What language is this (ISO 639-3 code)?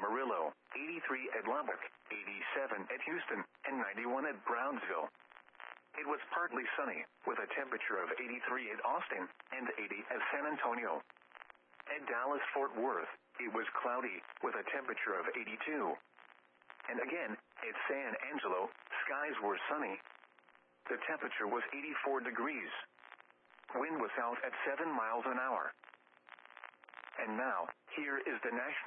eng